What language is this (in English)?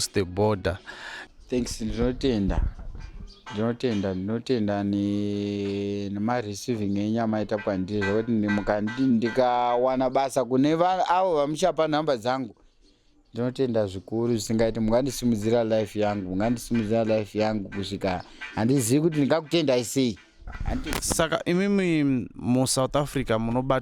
Shona